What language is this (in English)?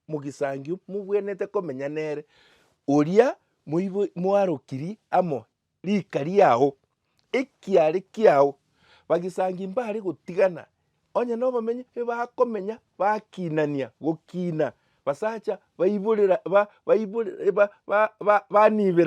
Gusii